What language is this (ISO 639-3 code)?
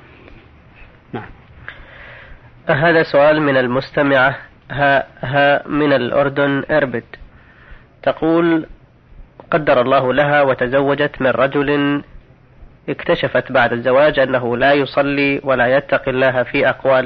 ara